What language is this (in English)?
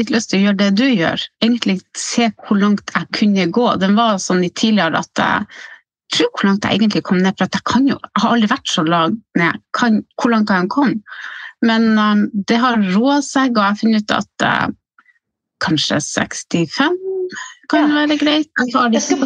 Norwegian